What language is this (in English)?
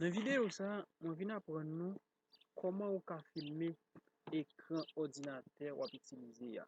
Haitian Creole